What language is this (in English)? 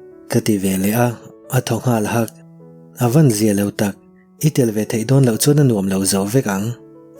Mizo